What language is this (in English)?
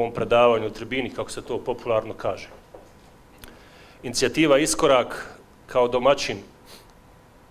Bosnian